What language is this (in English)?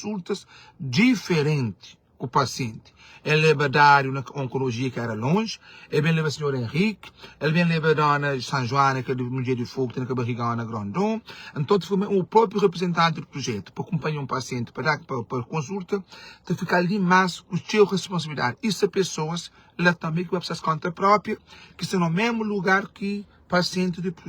Kabuverdianu